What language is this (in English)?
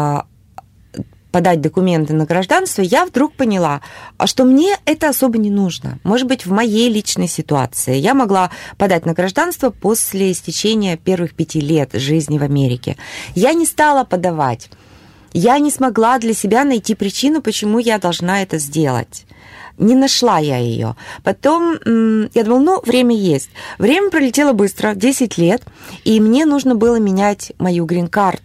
Russian